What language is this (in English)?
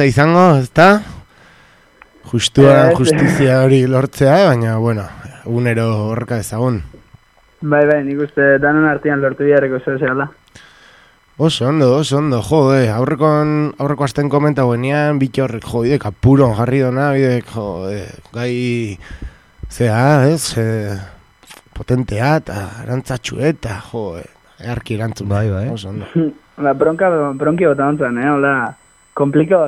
Basque